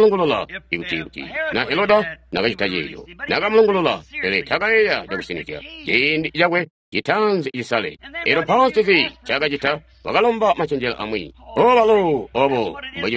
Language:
Tonga (Zambia)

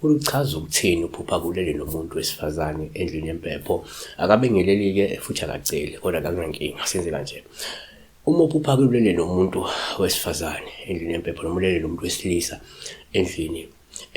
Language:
Zulu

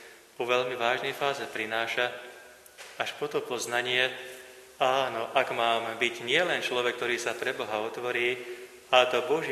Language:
Slovak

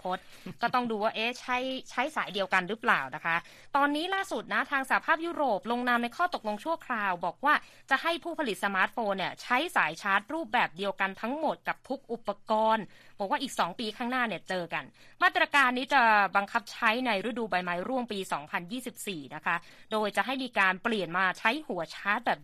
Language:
Thai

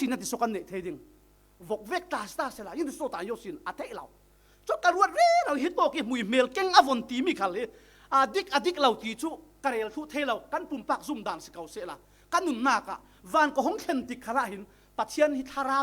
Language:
Falam Chin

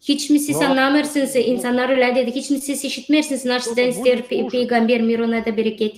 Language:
Gagauz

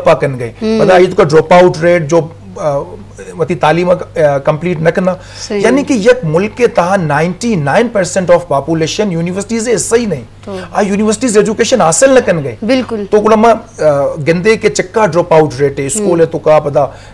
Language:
Baluchi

